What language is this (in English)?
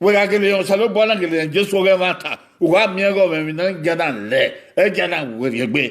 Bini